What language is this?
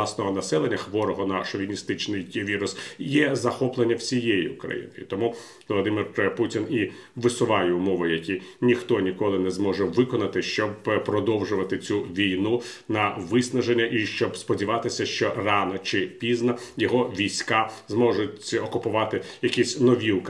Ukrainian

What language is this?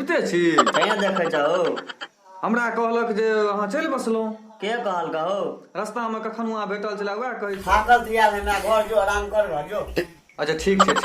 Maithili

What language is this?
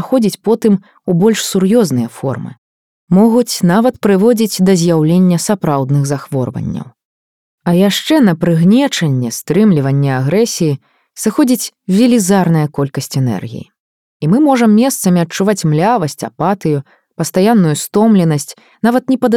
Belarusian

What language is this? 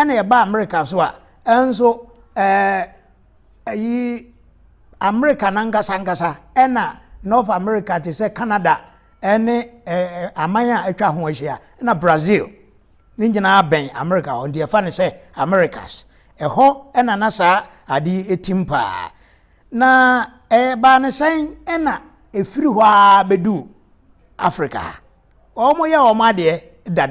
Akan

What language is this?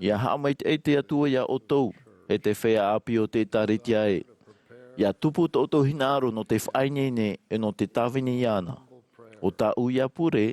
Tahitian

